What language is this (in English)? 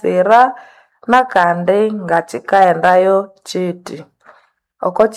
Nande